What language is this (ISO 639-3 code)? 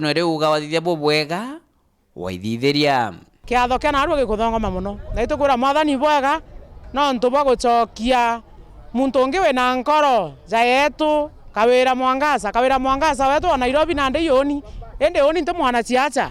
mer